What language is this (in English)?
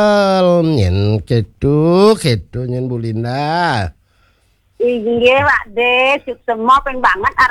Balinese